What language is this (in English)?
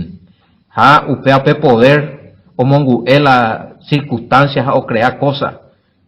Guarani